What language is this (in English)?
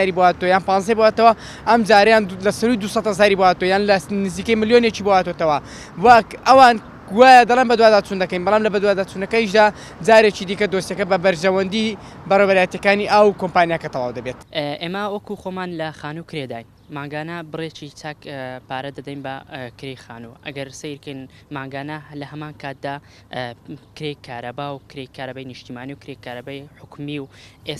Central Kurdish